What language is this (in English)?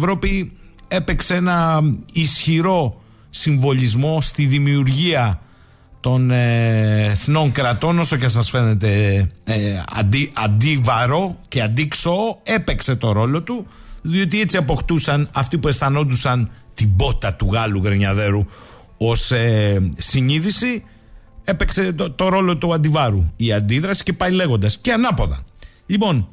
Greek